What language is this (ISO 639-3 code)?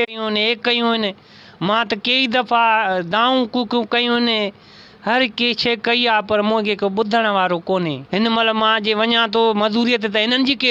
snd